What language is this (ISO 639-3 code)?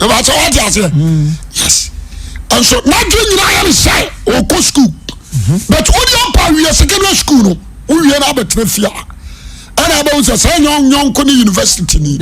aka